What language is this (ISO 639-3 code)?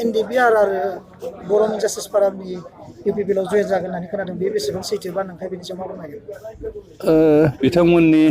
brx